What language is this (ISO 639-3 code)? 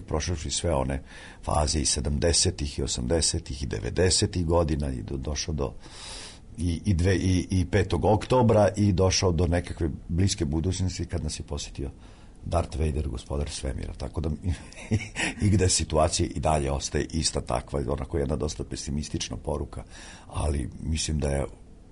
srp